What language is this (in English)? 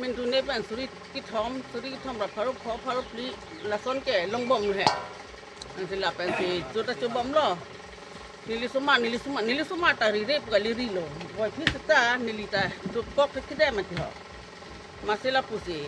Karbi